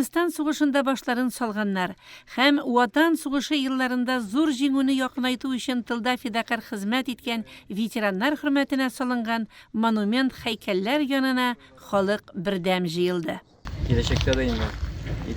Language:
Tatar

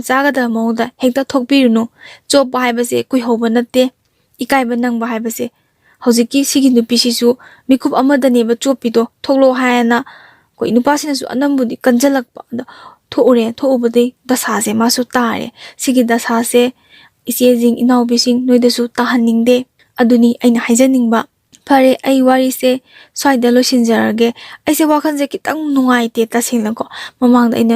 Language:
Manipuri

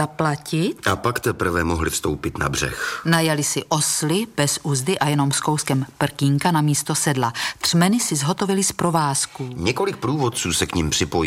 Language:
Czech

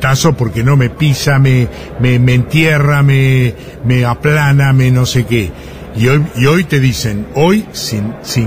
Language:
Spanish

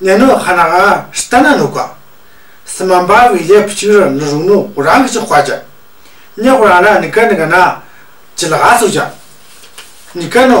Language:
Tu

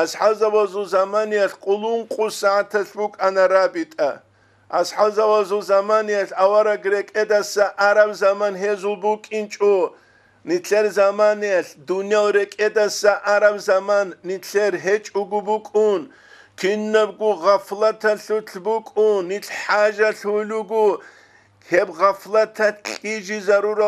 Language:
Avaric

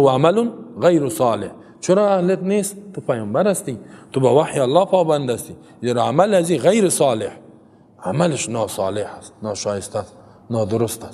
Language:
Persian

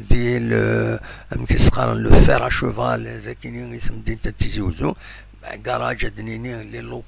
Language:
Kabyle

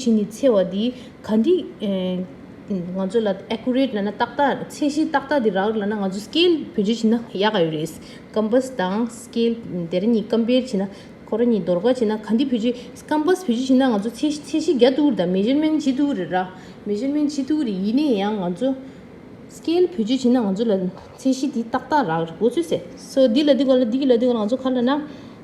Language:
Tibetan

